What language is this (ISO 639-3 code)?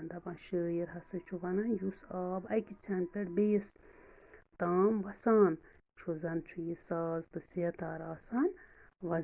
kas